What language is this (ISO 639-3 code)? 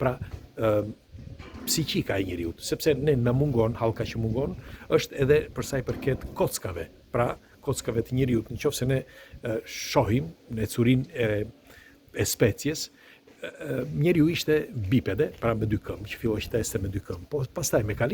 sqi